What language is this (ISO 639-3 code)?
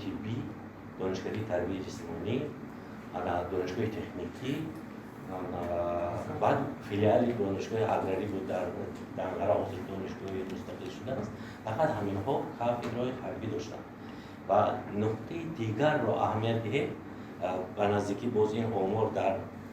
tgk